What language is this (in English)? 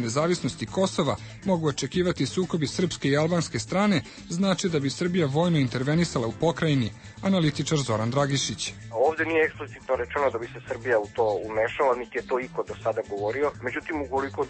Serbian